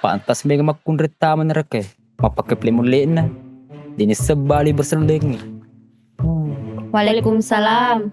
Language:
Buginese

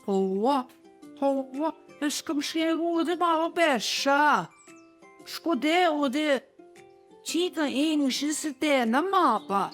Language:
Central Ojibwa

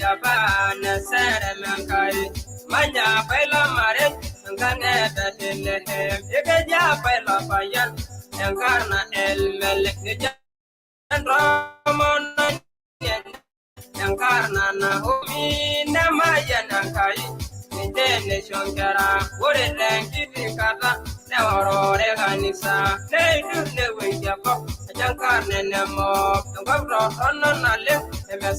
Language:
Masai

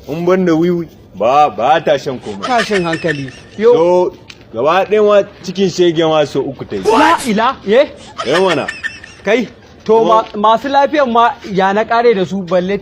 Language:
Hausa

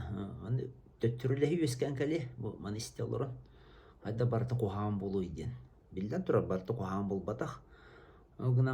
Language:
Yakut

